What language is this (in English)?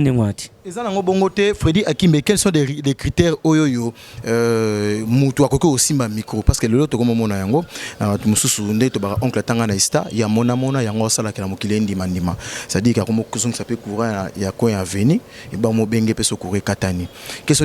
Lingala